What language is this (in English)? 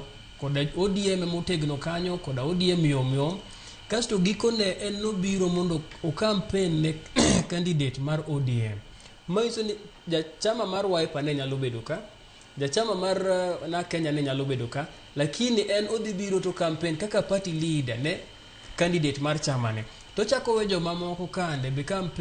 Luo (Kenya and Tanzania)